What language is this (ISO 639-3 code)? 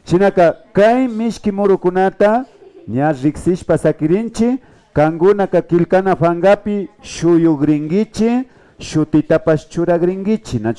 qvi